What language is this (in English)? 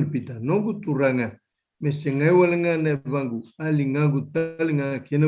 Fijian